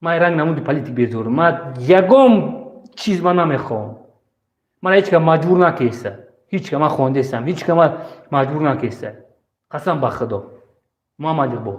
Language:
Tajik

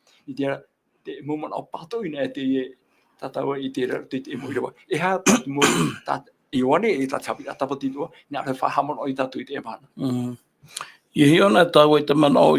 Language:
Tahitian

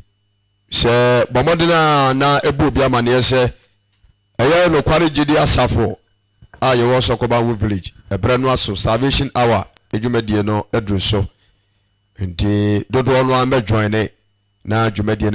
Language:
Akan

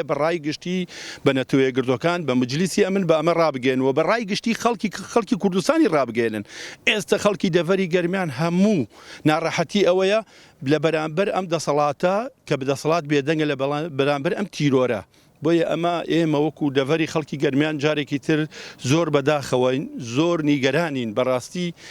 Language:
Central Kurdish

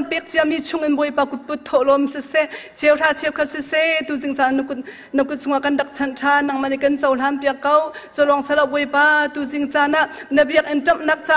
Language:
Hakha Chin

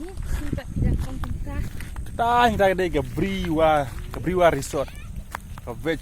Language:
Khasi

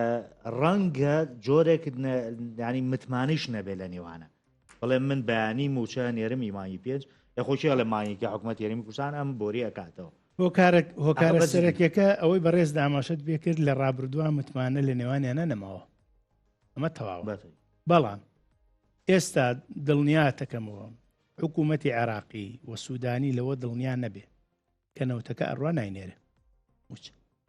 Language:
Central Kurdish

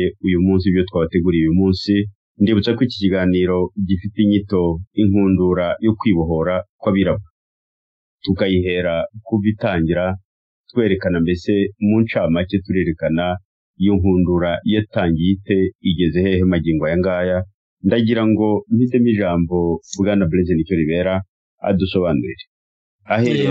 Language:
Kinyarwanda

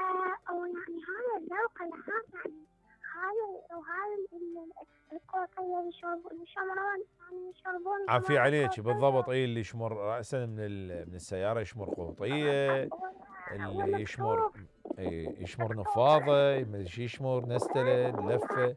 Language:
Mesopotamian Arabic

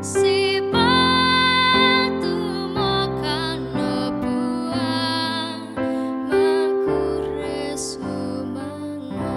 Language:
Toraja-Sa'dan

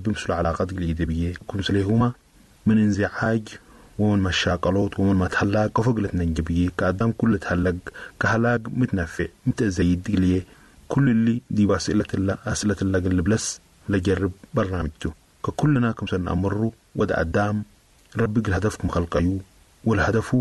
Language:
Sudanese Arabic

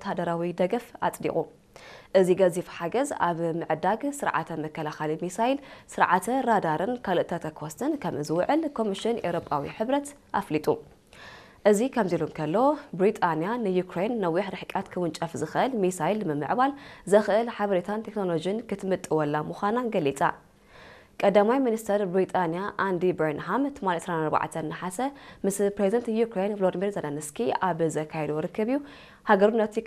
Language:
Tigrinya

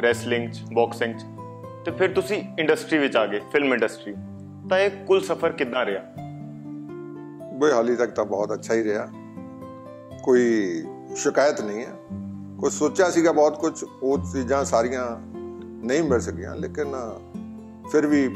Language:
Punjabi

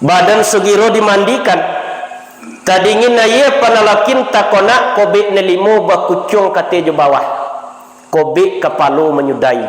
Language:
Minangkabau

